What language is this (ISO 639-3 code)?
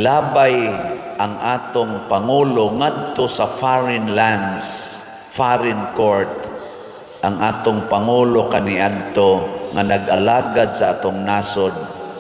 ceb